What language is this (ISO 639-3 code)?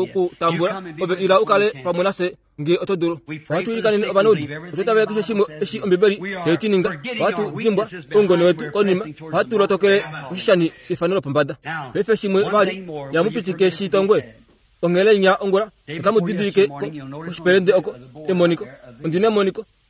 kua